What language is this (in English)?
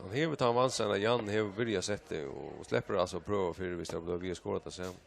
Faroese